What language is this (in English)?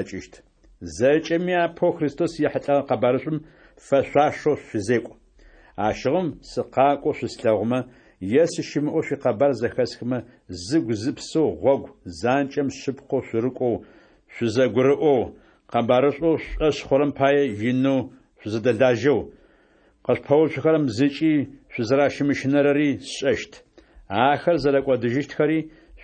Adyghe